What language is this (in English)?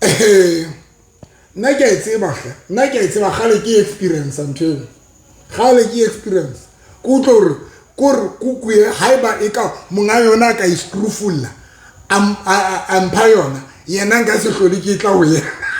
Southern Sotho